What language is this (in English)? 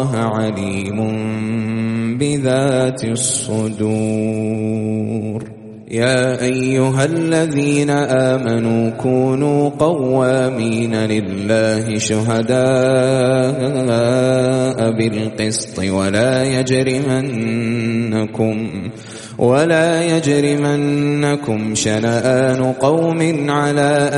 Arabic